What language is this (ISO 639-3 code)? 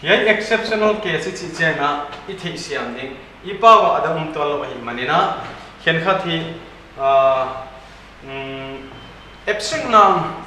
pck